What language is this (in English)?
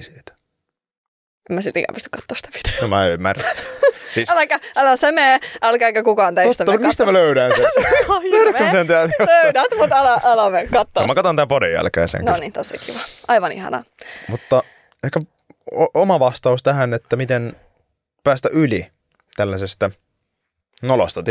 Finnish